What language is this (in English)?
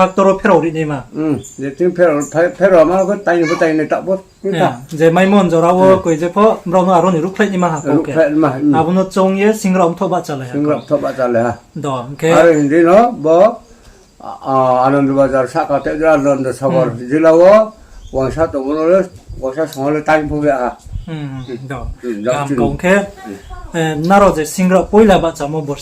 Riang (India)